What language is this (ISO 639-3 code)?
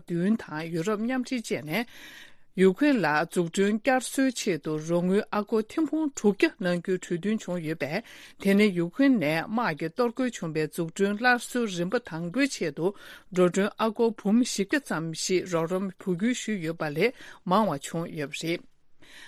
bod